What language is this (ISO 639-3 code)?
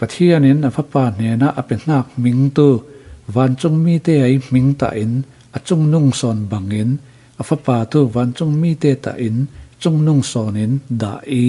cfm